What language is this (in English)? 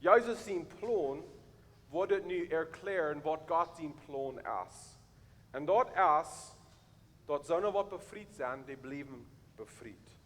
Plautdietsch